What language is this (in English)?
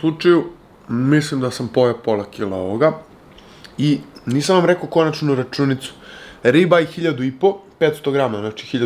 Serbian